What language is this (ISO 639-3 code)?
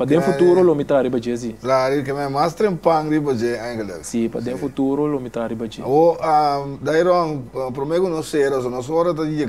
pap